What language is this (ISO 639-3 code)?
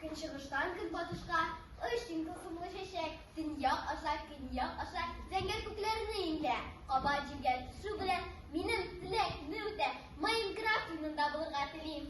tat